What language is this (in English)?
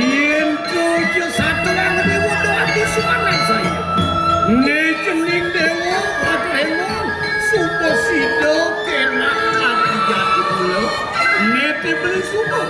Balinese